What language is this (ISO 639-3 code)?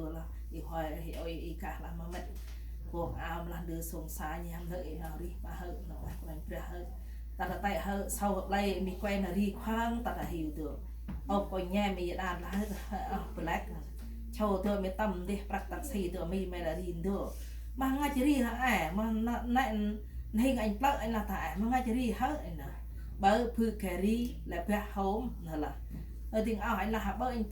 cmo